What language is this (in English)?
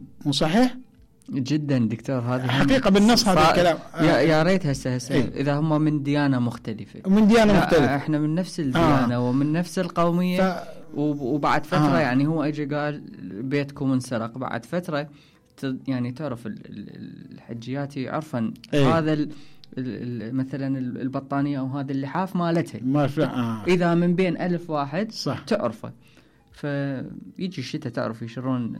Mesopotamian Arabic